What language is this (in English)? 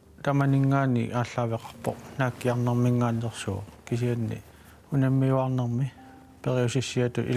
Kalaallisut